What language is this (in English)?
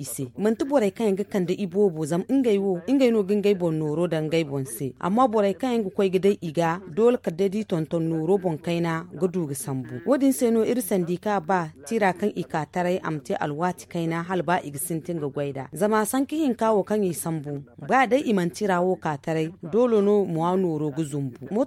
Zarma